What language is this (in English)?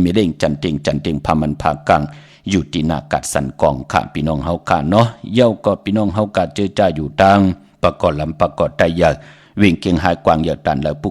Shan